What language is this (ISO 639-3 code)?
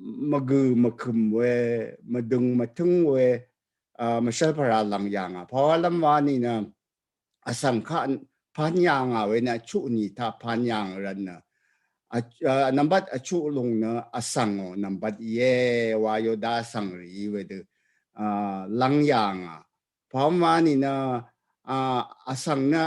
raw